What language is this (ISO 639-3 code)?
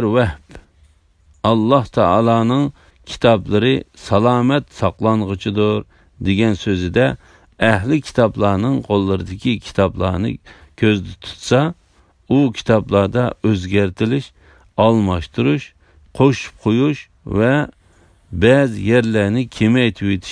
uig